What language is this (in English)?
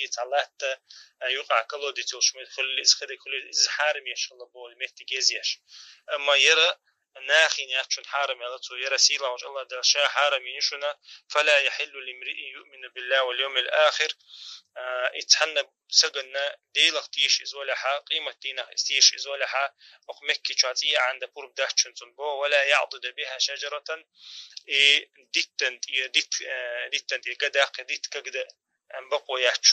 Chechen